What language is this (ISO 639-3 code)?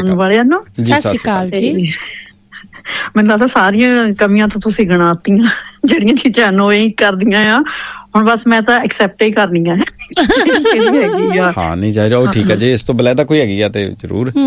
pan